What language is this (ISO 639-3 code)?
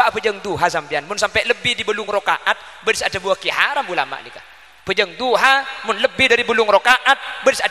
mad